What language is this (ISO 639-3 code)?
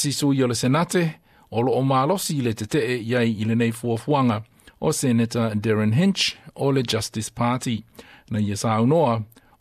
smo